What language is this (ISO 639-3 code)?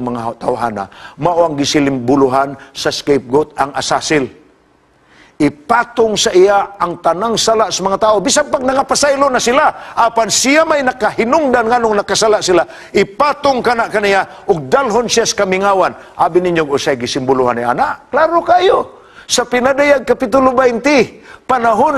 ceb